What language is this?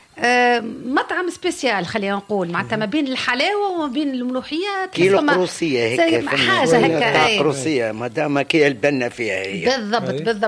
Tunisian Arabic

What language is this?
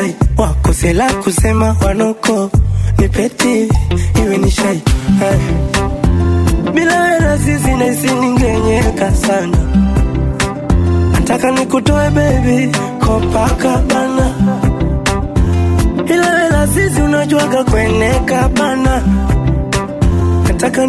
Swahili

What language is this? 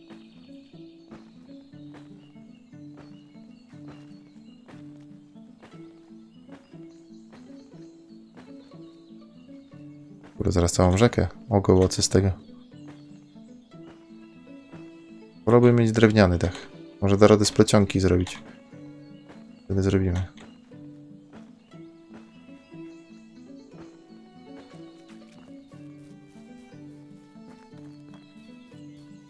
Polish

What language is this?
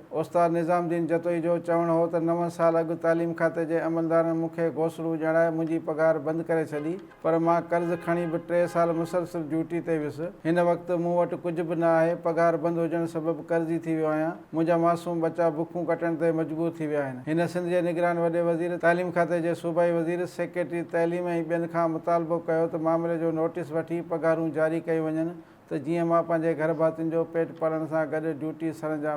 Sindhi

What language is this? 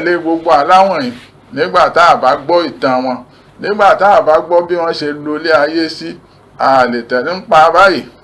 Yoruba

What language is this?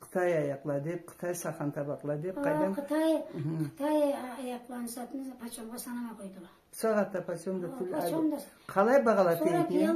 Karachay-Balkar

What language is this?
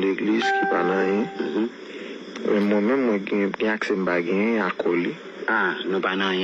Haitian Creole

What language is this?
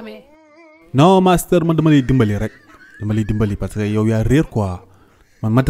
Wolof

